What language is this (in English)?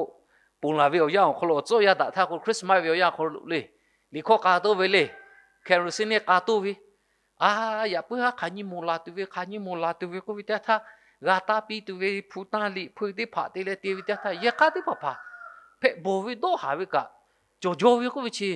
Lahu